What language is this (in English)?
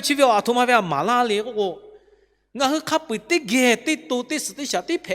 Lahu